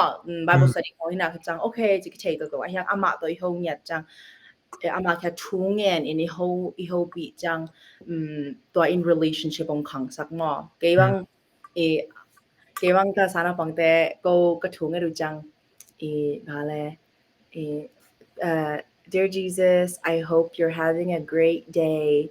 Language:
Tedim Chin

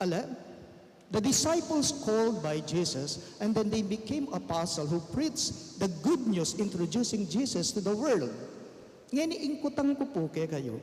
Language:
Pampanga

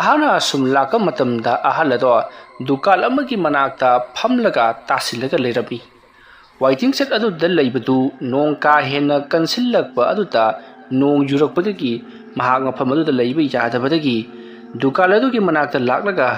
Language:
Manipuri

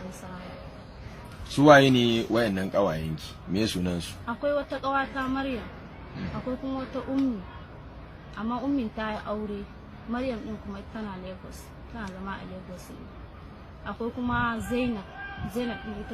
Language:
Hausa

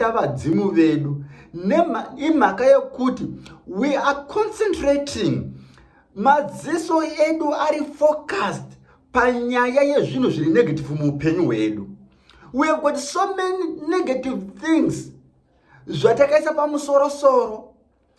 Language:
Shona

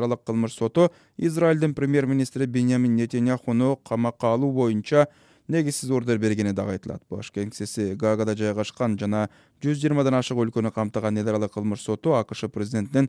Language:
Kyrgyz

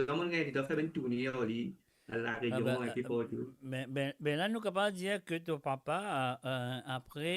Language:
Morisyen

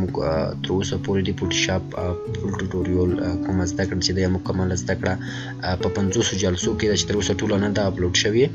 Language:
Pashto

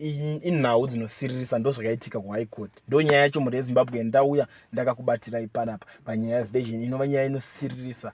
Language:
Shona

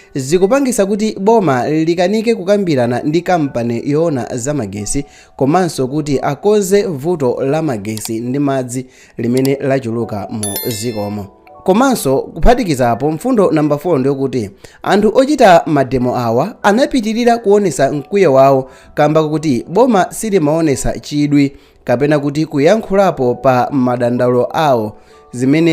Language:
Nyanja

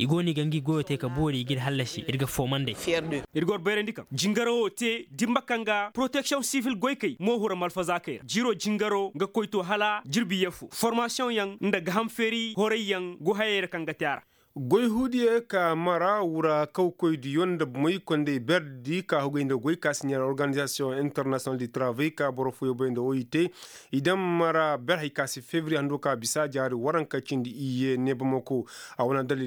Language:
Koyraboro Senni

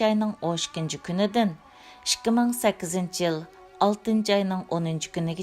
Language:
Uyghur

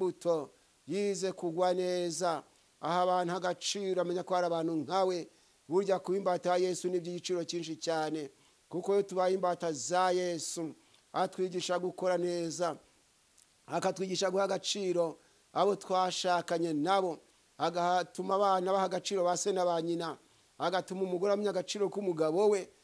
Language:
Kinyarwanda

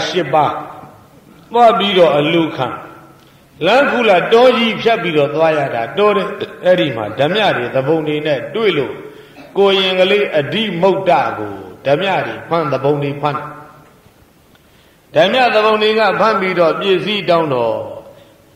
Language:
Burmese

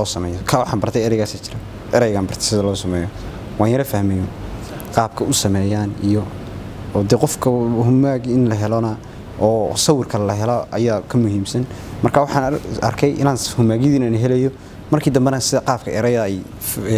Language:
Somali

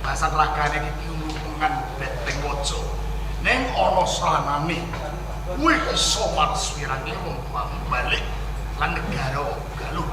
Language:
Javanese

